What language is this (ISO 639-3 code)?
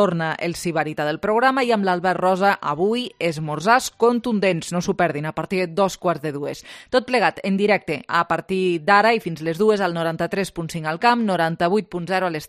cat